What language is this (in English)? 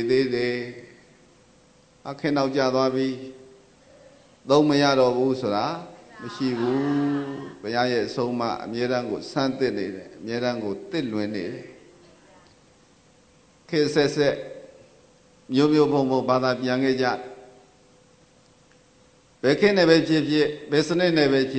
Burmese